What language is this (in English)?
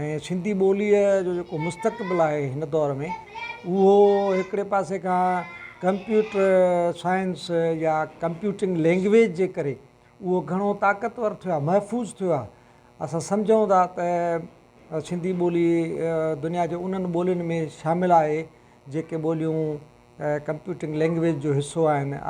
Sindhi